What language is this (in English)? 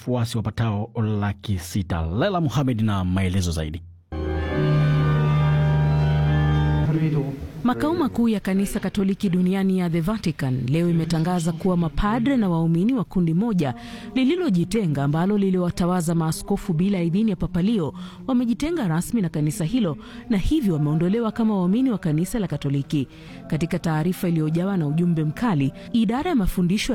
Swahili